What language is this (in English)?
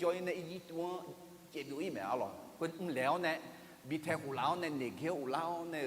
Akha